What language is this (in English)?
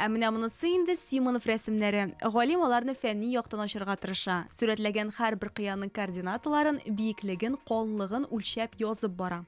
Tatar